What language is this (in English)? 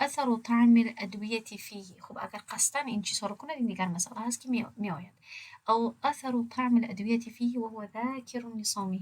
Tajik